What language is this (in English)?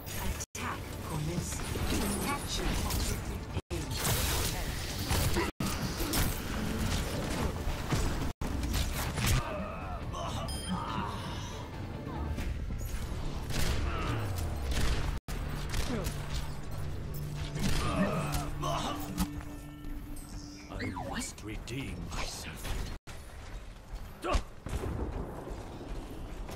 English